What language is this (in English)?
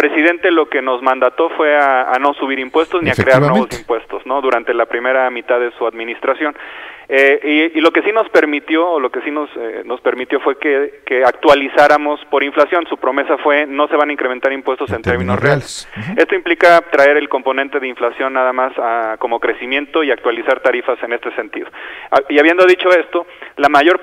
Spanish